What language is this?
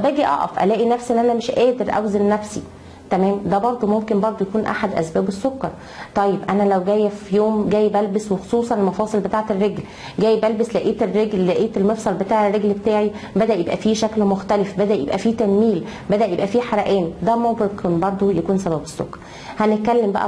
Egyptian Arabic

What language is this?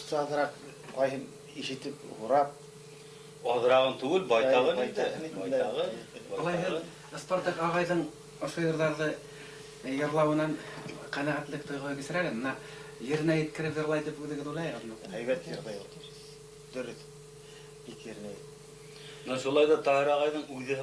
Bashkir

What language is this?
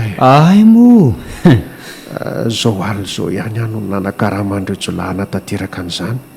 Malagasy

